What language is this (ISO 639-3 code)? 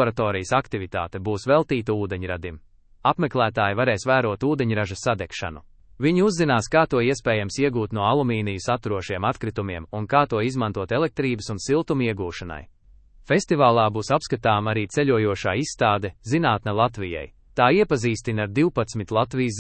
lav